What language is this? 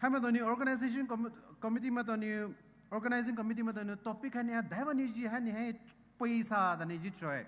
Poumei Naga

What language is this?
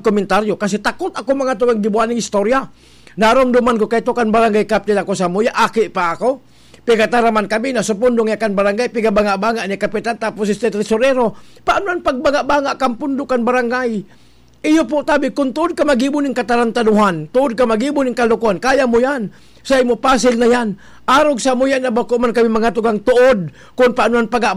Bikol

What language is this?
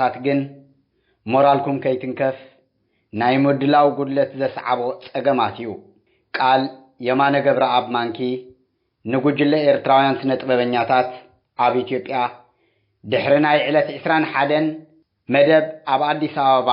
Tigrinya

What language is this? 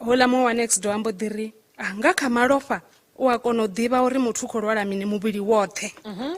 Venda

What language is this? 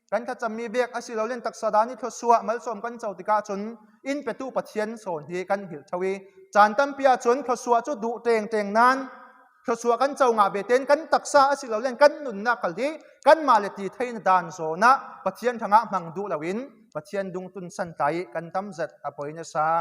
Falam Chin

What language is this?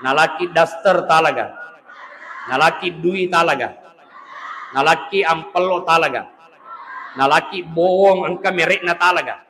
Buginese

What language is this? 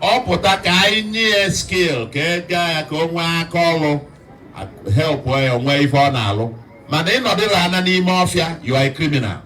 Igbo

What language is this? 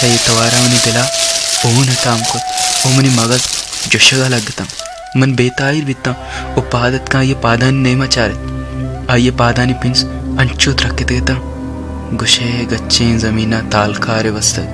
Baluchi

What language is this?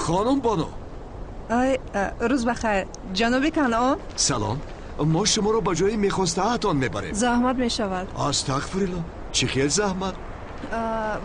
Tajik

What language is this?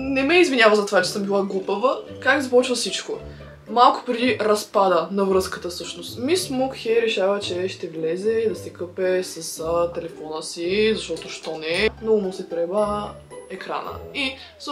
Bulgarian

